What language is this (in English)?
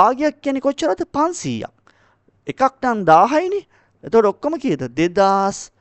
Sinhala